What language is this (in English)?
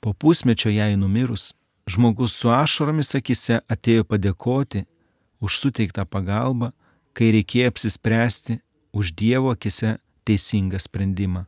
Lithuanian